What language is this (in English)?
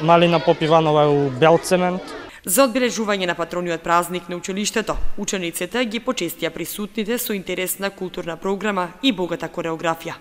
Macedonian